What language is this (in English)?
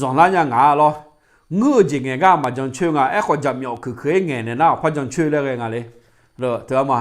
Akha